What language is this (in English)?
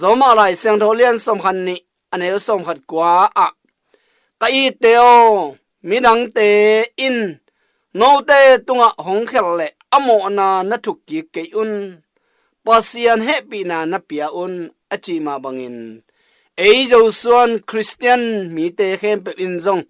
Tedim Chin